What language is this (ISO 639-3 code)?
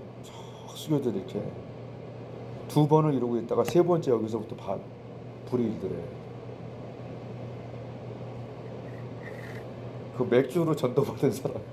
kor